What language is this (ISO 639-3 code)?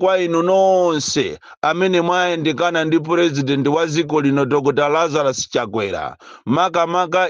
nya